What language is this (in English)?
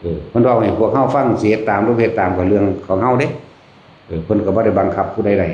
Northeastern Thai